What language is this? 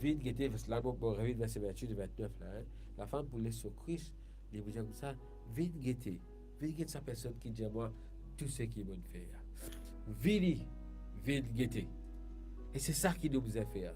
Morisyen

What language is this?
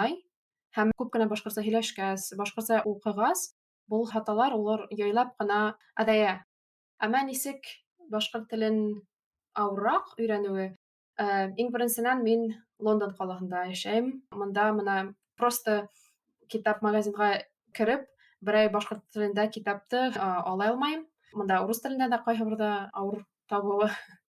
Bashkir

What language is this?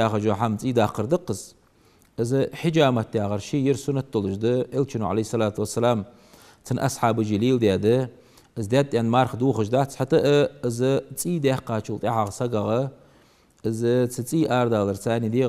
Ingush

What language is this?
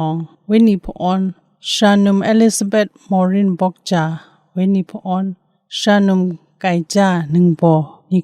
Kachin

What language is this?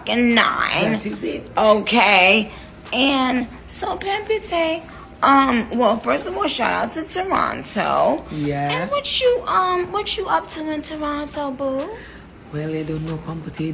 Jamaican Creole English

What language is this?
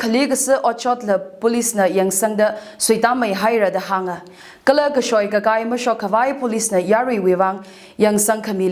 Tangkhul Naga (India)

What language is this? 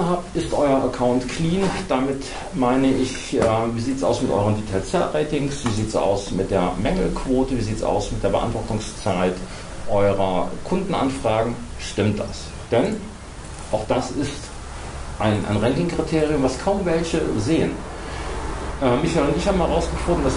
German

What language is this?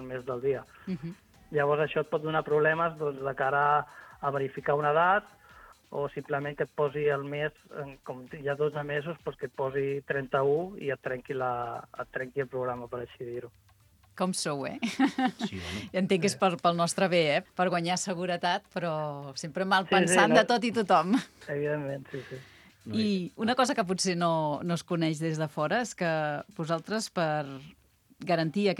Catalan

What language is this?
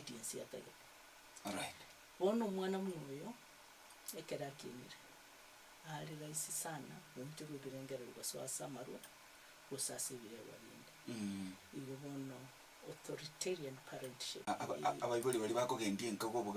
Gusii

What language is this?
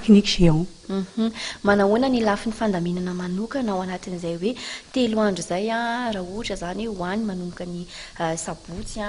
Malagasy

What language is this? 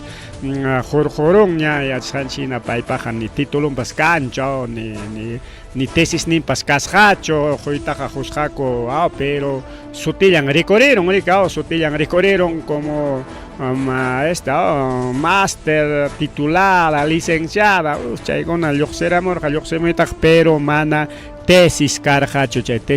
Ayacucho Quechua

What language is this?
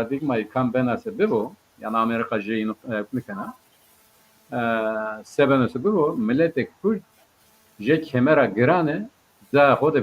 Zaza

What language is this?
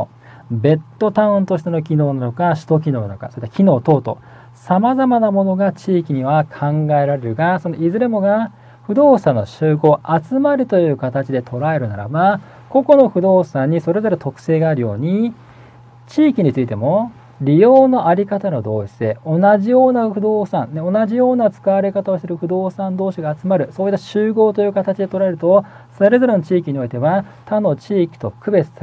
Japanese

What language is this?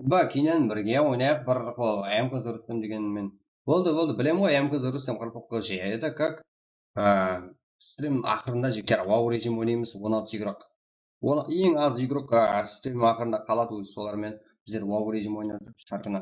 Kara-Kalpak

